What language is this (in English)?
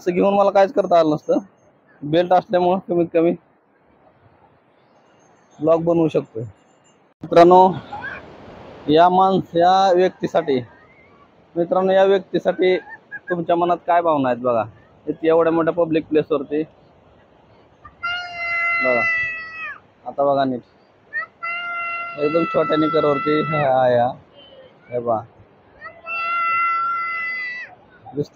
Marathi